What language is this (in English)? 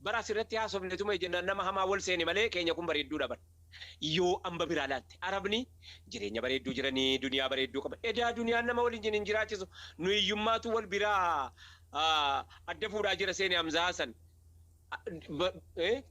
Oromo